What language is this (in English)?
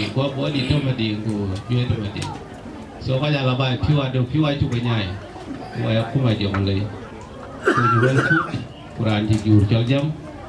Dinka